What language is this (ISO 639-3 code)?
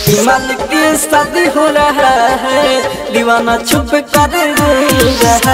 bho